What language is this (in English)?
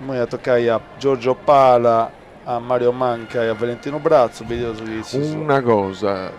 Sardinian